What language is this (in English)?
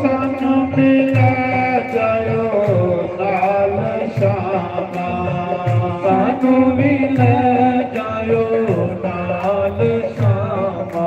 Dogri